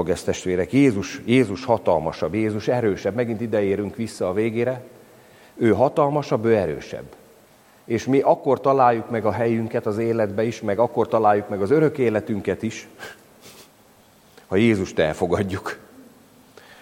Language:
Hungarian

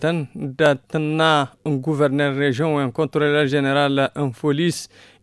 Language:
Tamasheq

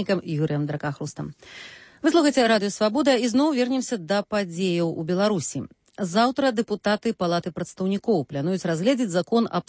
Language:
Belarusian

